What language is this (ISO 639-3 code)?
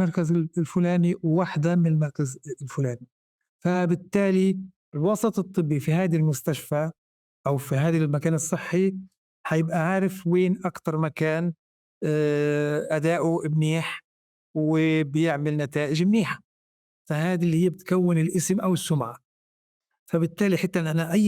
apc